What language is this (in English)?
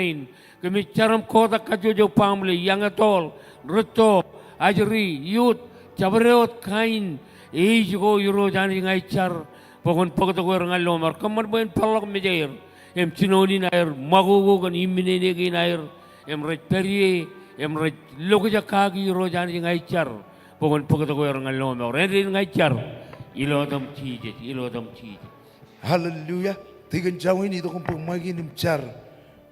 Marshallese